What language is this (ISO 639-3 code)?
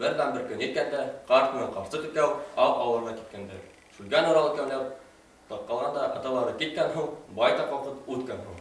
bak